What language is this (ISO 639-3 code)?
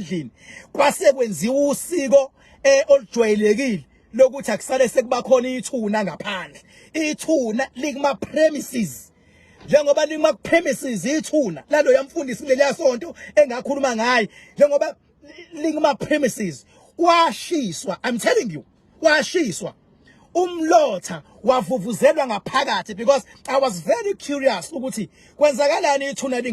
zul